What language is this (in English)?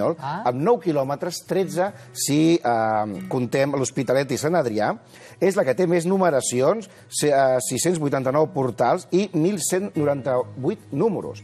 Catalan